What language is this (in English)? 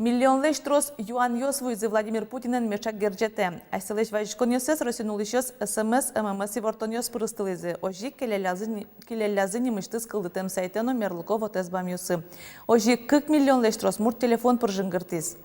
Udmurt